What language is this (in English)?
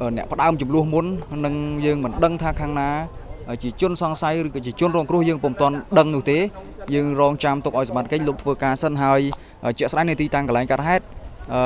Khmer